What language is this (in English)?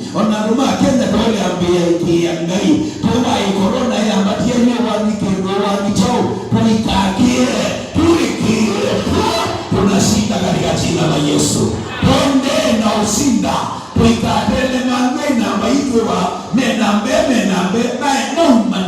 Kamba